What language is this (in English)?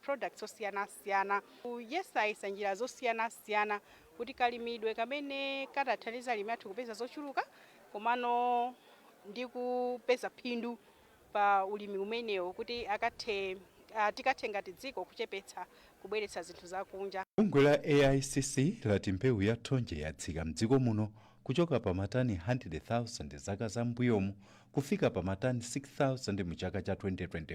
Nyanja